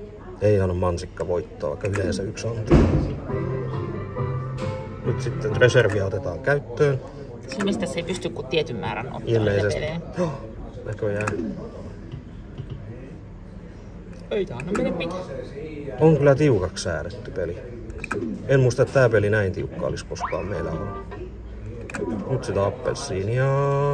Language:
Finnish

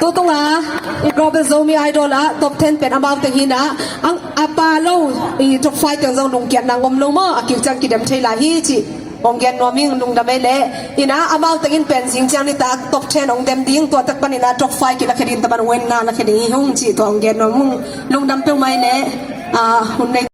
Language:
Tedim Chin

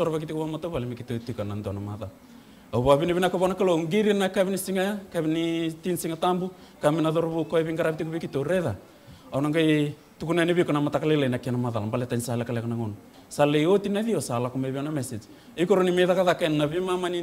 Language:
Fijian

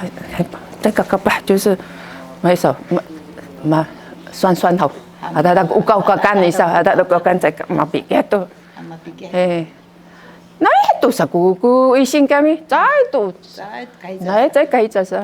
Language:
Sakizaya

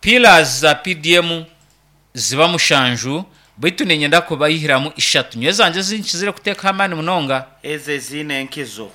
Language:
Nyankole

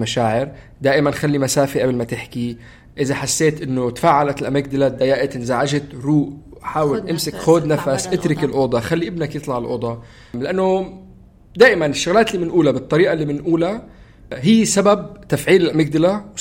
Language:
North Levantine Arabic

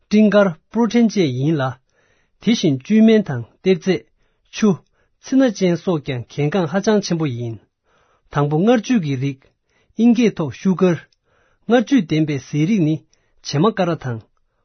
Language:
Tibetan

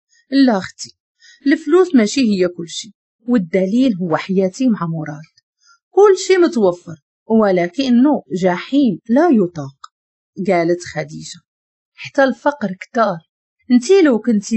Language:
Moroccan Arabic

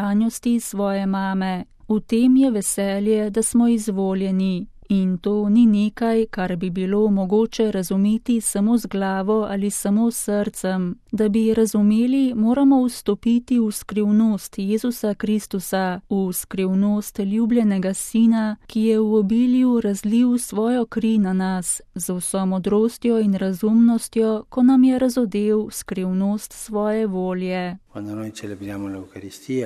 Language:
Slovenian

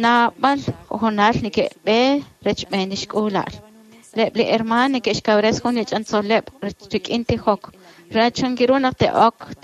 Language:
Kekchí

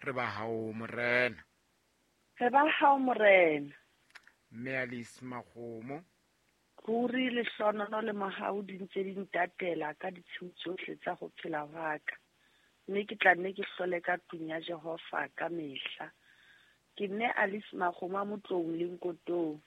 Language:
Southern Sotho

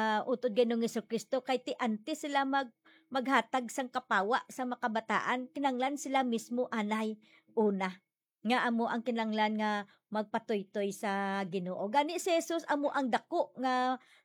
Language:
Hiligaynon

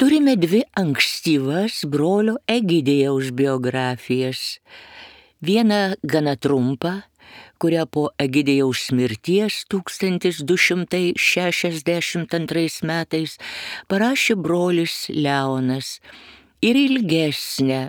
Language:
Lithuanian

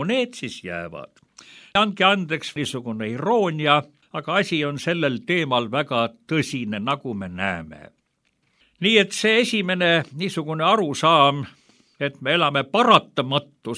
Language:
Estonian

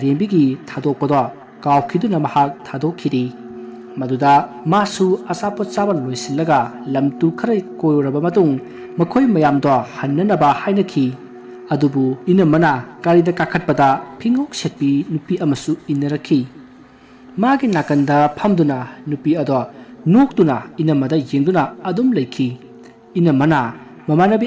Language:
Manipuri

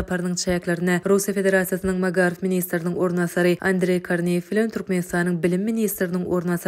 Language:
Turkmen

